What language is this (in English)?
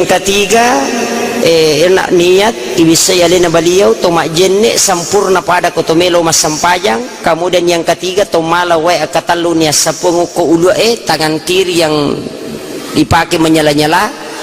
Buginese